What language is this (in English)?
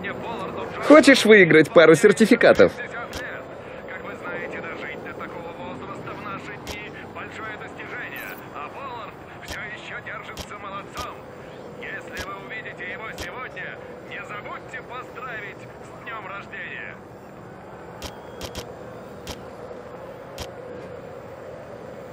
Russian